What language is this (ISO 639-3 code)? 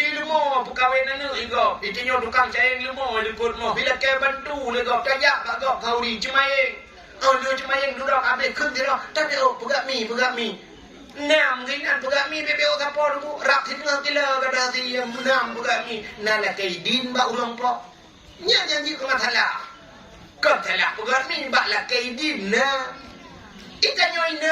ace